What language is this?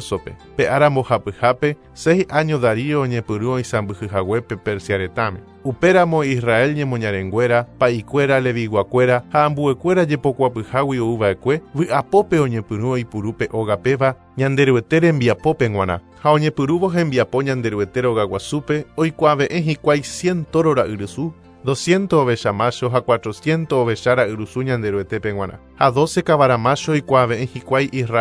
Guarani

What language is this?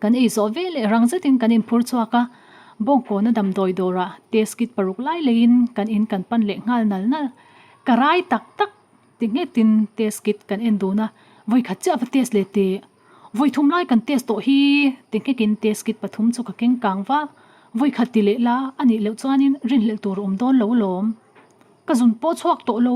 Mizo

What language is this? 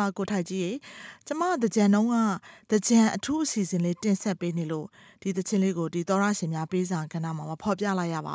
Burmese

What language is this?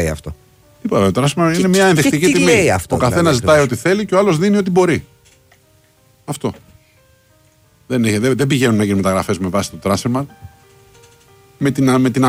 Greek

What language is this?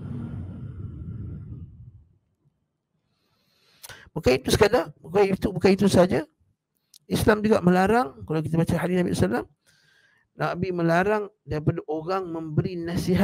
Malay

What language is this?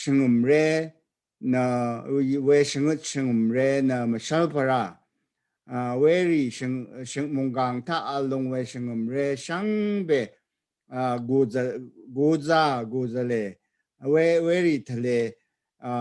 Rawang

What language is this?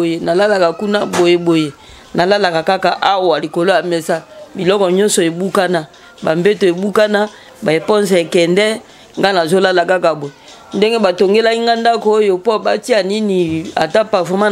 Lingala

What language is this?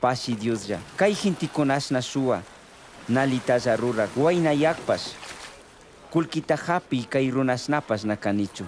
Chimborazo Highland Quichua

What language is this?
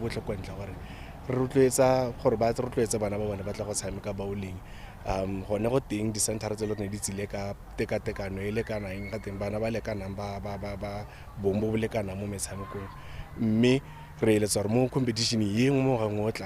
Tswana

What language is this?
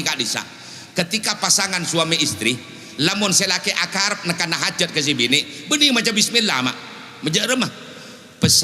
Madurese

